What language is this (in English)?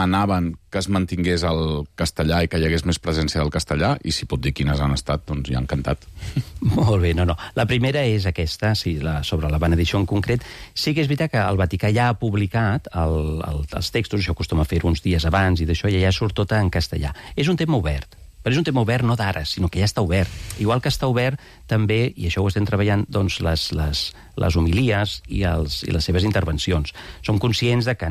Catalan